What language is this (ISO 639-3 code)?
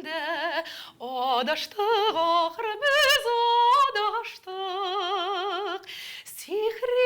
tat